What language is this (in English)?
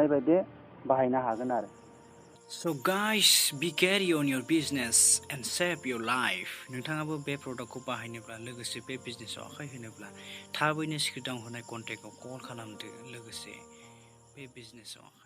Bodo